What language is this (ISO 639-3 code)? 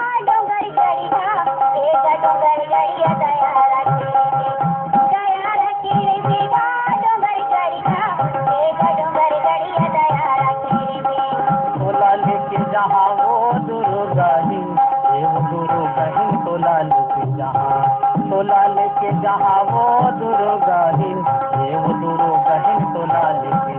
hne